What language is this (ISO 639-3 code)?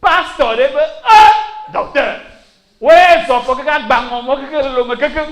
ewe